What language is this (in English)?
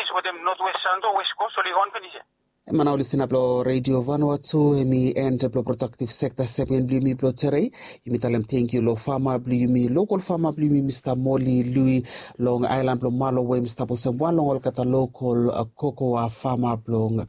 Bislama